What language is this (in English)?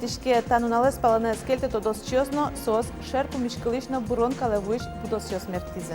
Udmurt